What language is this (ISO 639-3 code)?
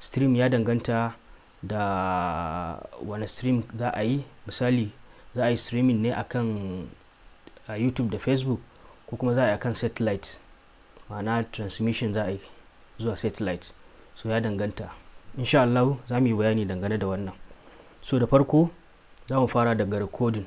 hau